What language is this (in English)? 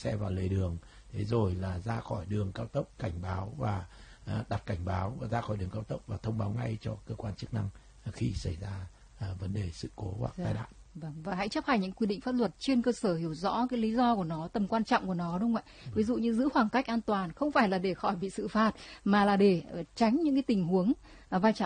Vietnamese